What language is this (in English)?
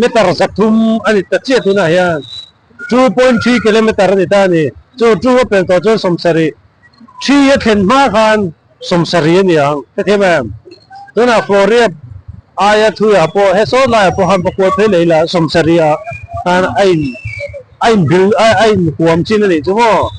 Mizo